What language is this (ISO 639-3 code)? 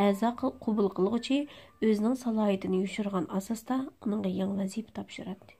uig